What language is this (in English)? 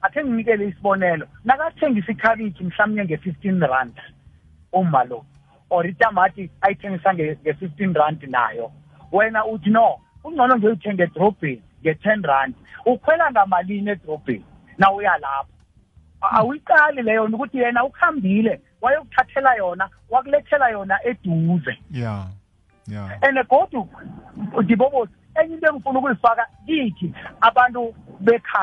South Ndebele